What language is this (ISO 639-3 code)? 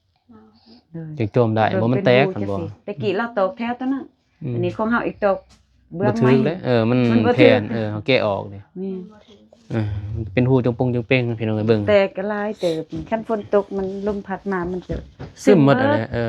lao